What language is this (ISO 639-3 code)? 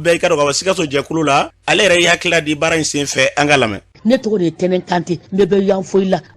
bam